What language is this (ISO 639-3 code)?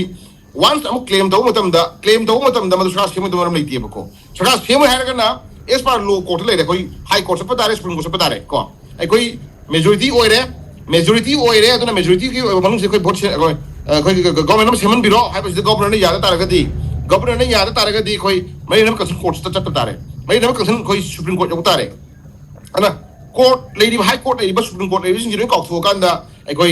mni